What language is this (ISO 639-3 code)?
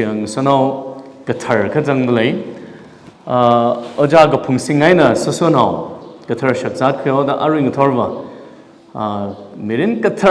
nmf